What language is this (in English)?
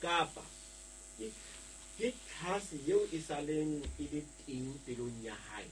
Southern Sotho